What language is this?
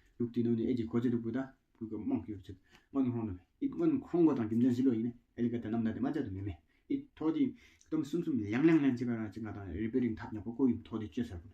Tawang Monpa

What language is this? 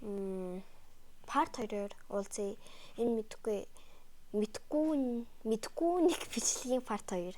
Mongolian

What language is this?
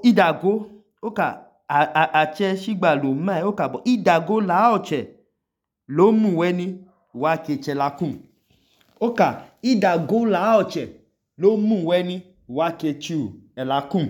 Idoma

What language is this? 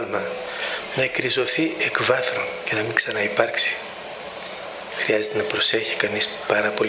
Greek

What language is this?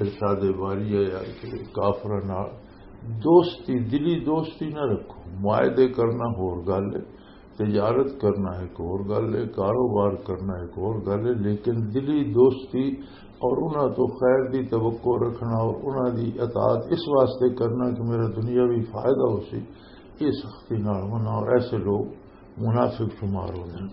Western Panjabi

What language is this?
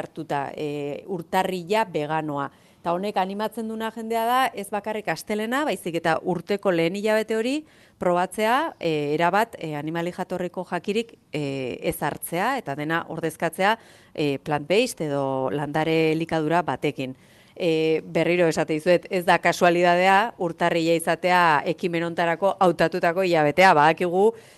Basque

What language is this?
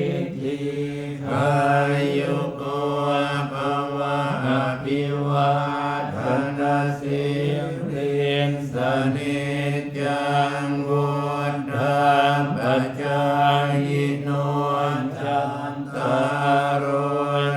Pali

